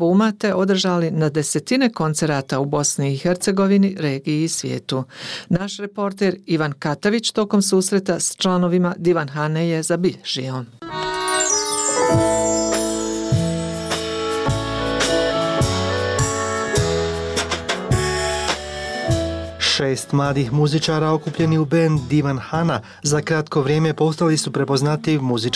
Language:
Bosnian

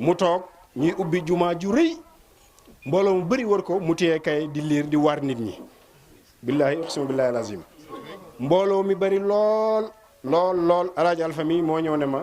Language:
Wolof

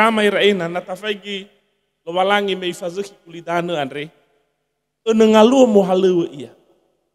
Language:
Nias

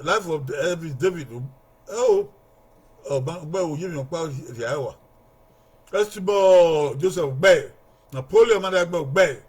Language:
Bini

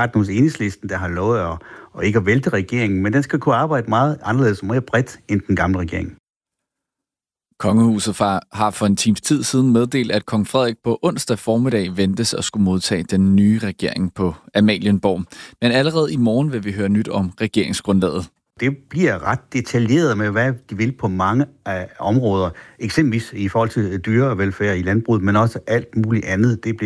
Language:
Danish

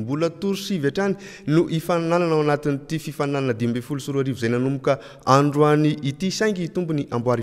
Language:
Malagasy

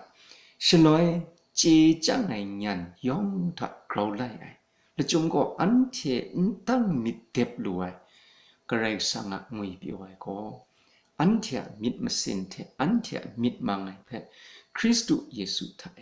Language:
Kachin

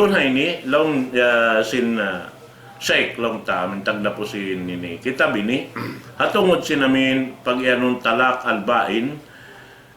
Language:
Tausug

